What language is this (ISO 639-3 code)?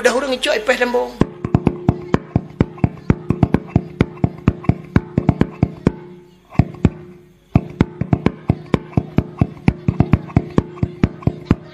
ace